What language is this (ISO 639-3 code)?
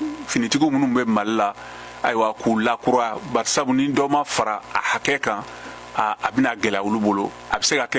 bam